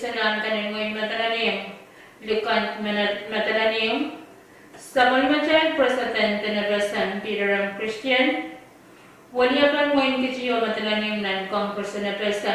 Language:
Pohnpeian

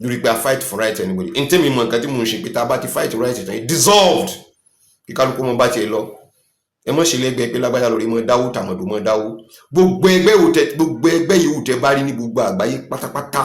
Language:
Yoruba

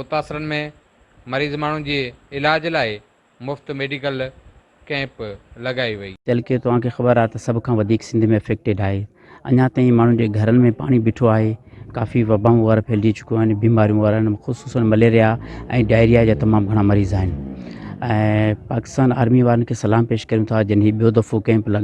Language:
Sindhi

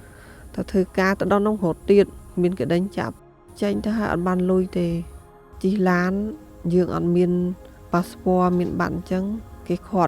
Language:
Khmer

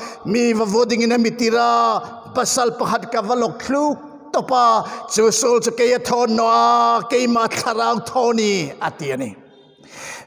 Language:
Hmar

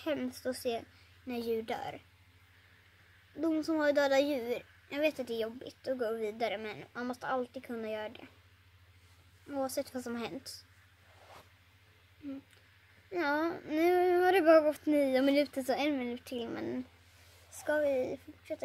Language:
Swedish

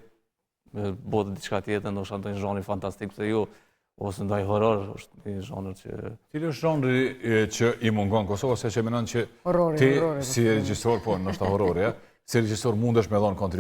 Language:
Albanian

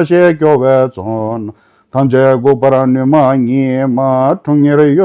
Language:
Tibetan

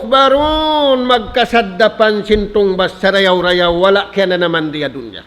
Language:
Tausug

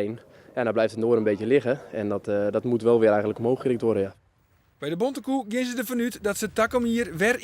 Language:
Western Frisian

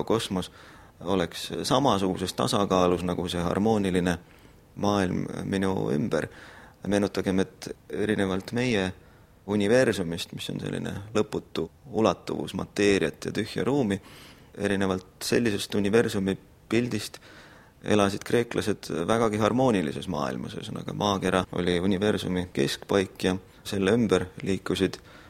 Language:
Estonian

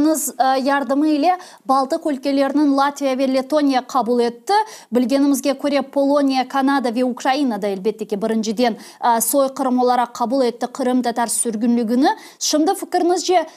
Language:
Crimean Tatar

